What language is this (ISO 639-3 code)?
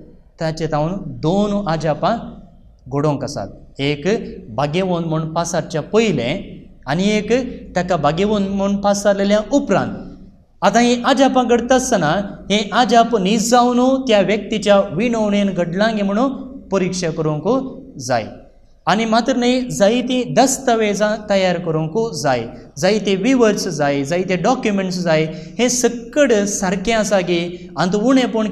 kok